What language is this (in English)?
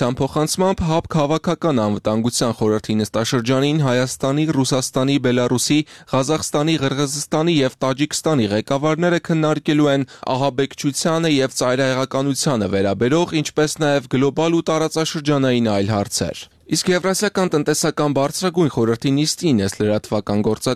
Armenian